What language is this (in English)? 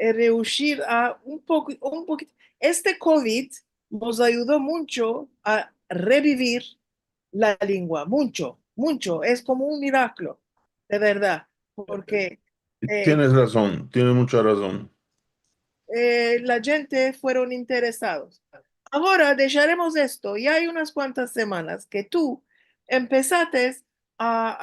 Ladino